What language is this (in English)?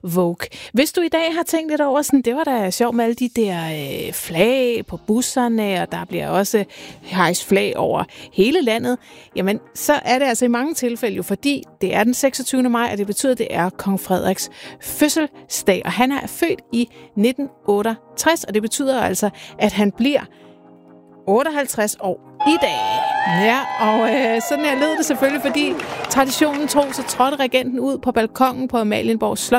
Danish